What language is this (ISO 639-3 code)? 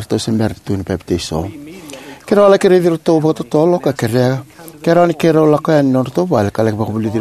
fij